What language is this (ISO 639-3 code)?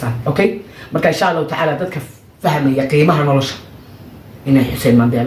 som